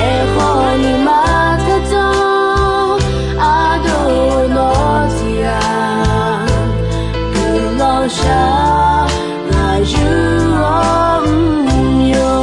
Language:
Akha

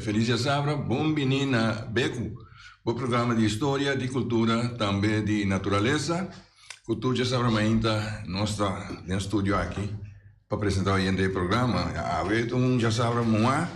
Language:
Papiamento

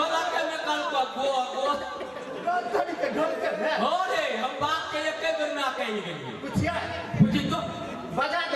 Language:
Maithili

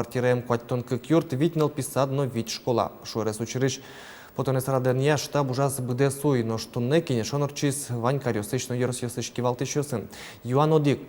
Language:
Udmurt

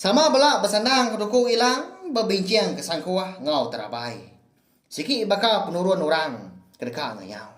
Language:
Iban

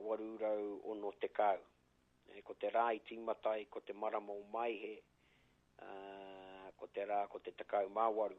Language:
Māori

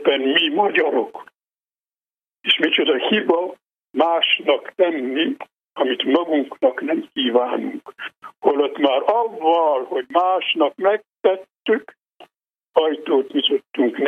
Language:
Hungarian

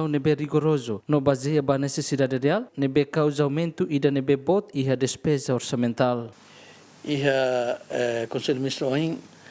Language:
Tetum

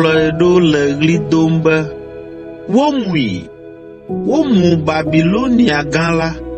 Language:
Ewe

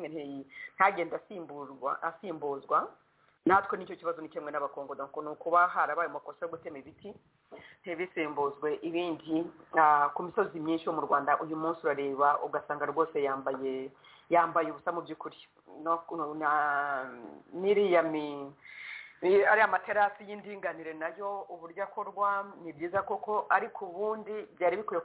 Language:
Kinyarwanda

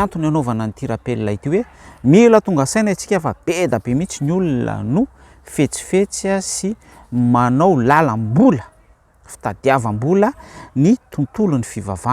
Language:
Malagasy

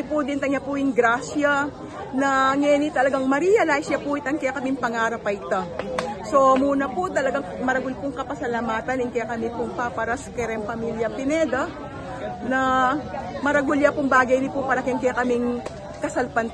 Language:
Pampanga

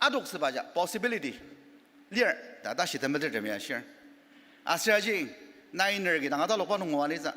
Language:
Ao Naga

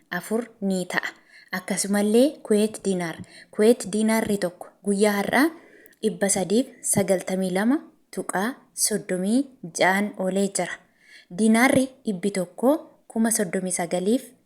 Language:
Oromo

